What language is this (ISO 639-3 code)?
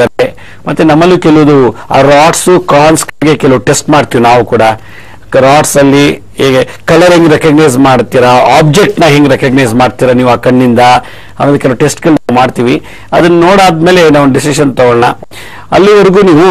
kan